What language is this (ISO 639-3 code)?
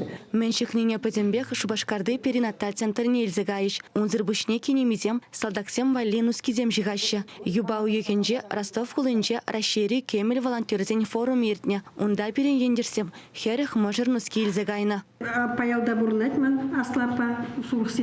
chv